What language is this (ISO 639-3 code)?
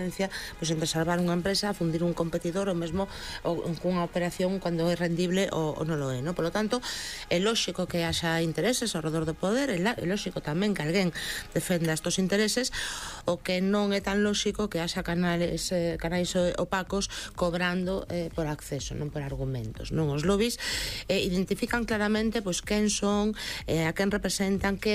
glg